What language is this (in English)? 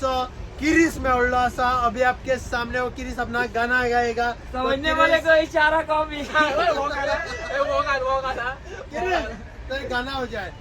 Konkani